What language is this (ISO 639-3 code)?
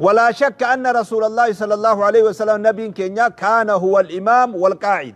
orm